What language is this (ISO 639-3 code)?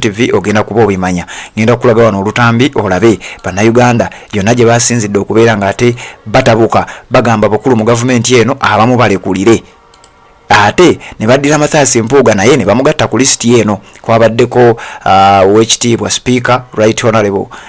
lug